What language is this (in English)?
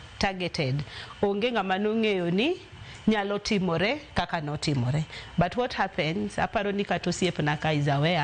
Luo (Kenya and Tanzania)